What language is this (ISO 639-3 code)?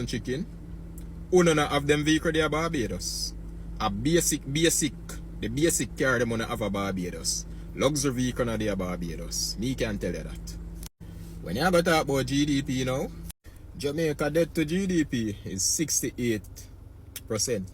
jam